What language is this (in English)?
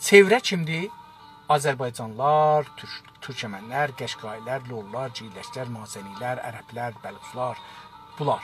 South Azerbaijani